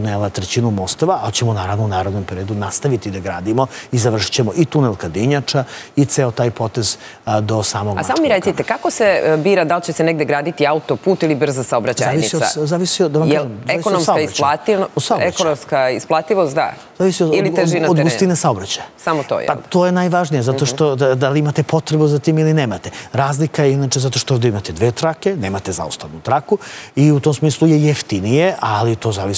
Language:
Serbian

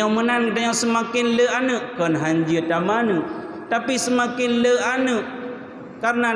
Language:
Achinese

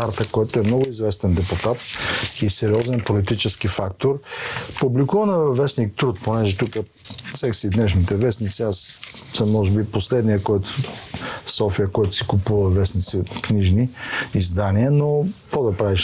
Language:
Bulgarian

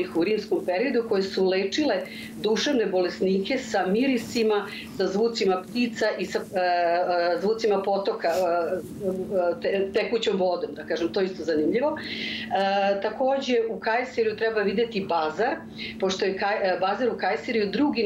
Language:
Serbian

